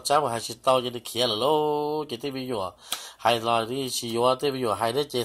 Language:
Hmong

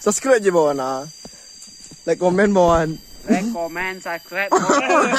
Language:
Minangkabau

